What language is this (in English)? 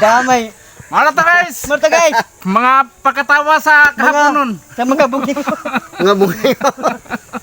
Cebuano